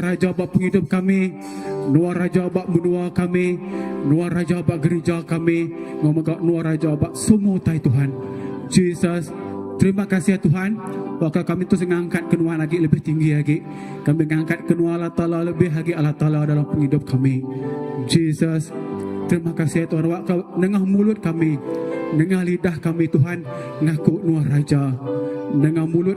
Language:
Iban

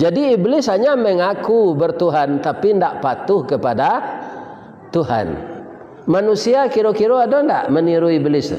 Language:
Minangkabau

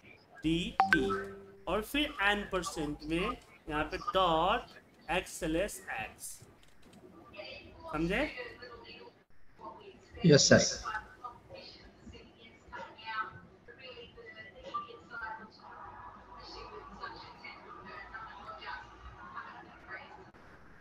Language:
Hindi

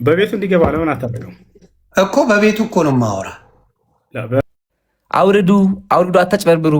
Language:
Amharic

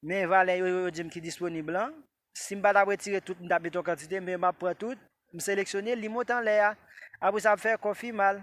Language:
Haitian Creole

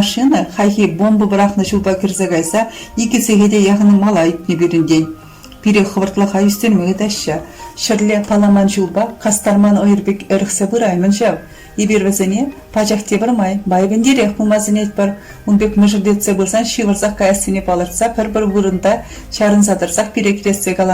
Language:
Chuvash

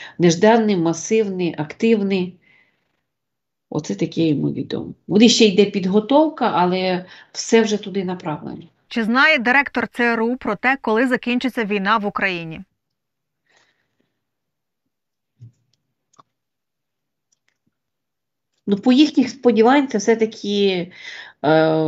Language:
Ukrainian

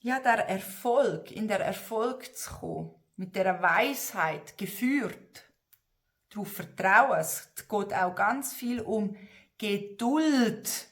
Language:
Swiss German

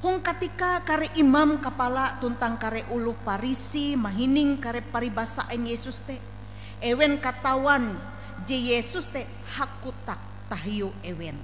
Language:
Ngaju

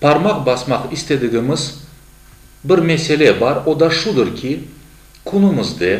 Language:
Crimean Tatar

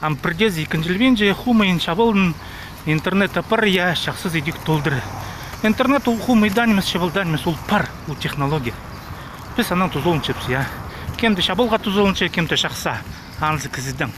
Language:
Khakas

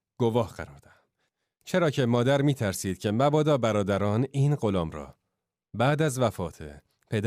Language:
Tajik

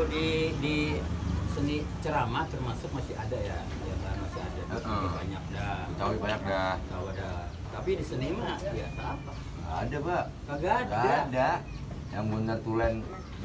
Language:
Betawi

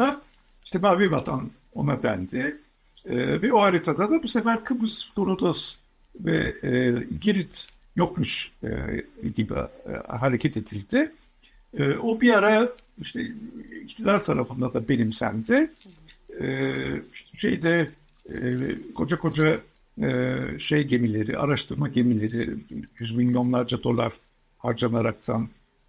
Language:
Turkish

